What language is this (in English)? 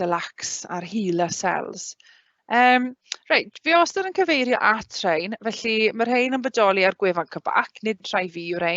Welsh